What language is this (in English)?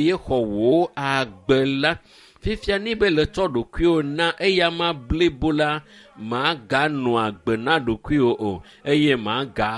Ewe